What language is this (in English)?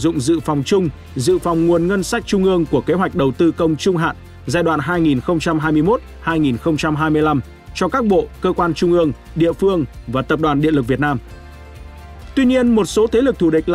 Vietnamese